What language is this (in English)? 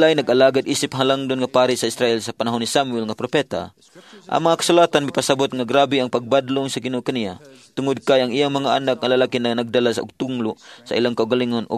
Cebuano